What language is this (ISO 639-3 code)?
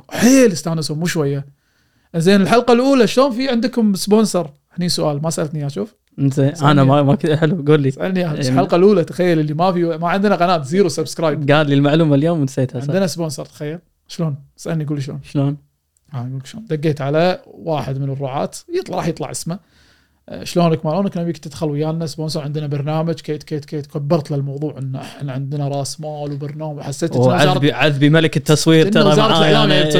afb